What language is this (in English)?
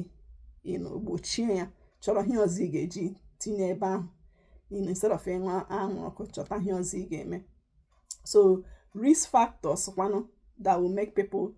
Igbo